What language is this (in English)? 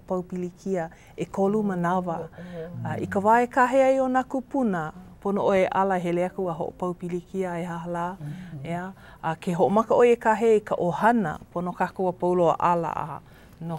Hawaiian